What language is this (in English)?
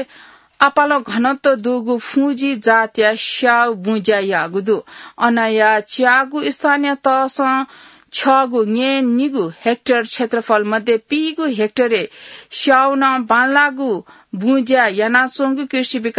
Newari